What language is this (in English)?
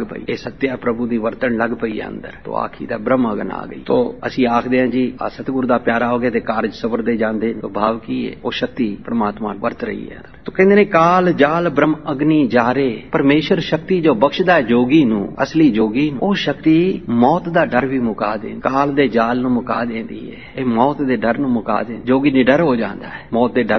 Punjabi